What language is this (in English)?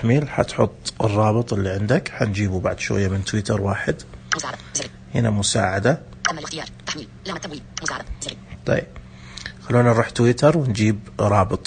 Najdi Arabic